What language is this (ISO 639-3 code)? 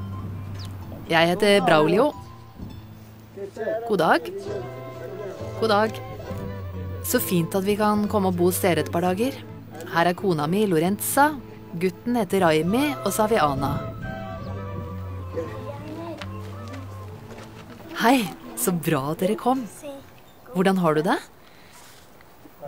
nor